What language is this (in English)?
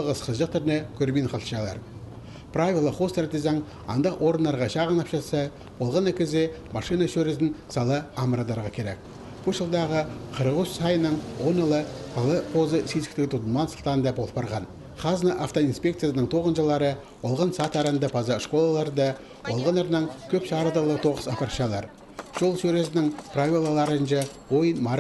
Khakas